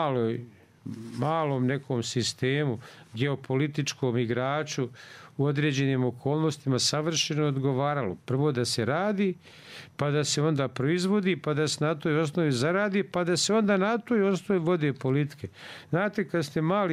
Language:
Bosnian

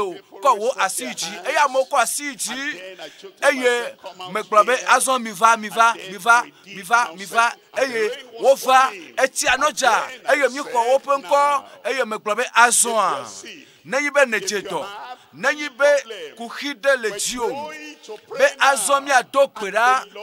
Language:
Ewe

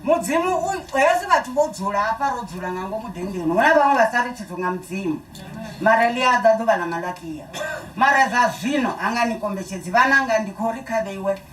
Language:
Venda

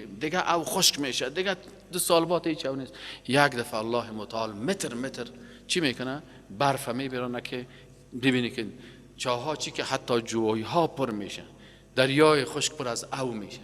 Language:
Persian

